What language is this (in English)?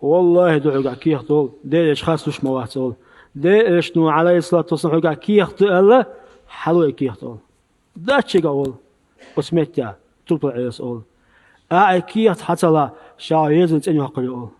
Chechen